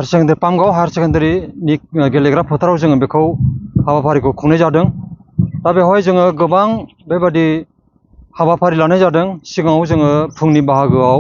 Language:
Bodo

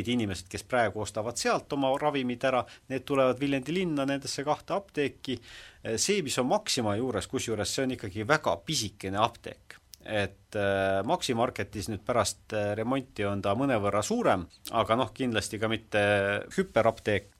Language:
Estonian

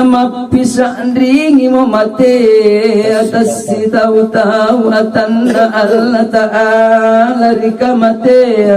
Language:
Makasar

